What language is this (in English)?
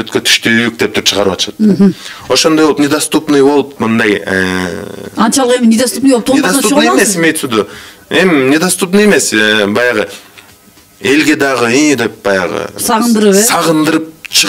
Kyrgyz